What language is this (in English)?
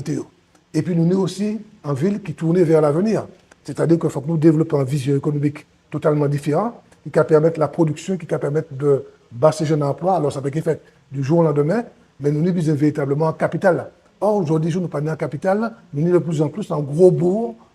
Guadeloupean Creole French